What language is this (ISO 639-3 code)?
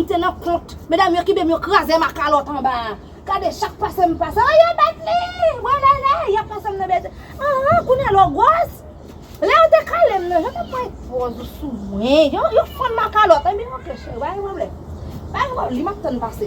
hat